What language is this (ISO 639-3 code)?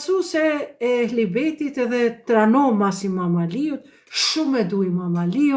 sqi